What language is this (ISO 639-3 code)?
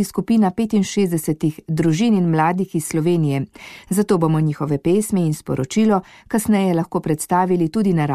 slv